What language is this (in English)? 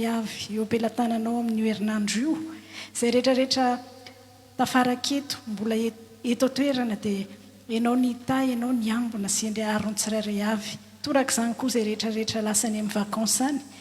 Malagasy